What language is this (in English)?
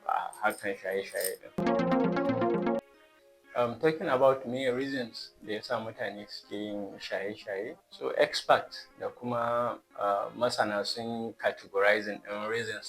Hausa